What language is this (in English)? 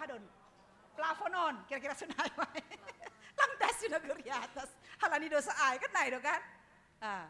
Batak Simalungun